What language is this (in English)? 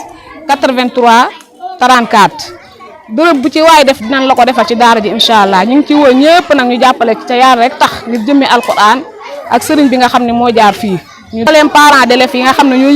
Wolof